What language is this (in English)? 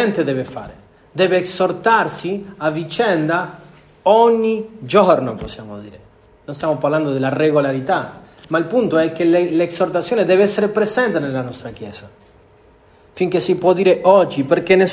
Italian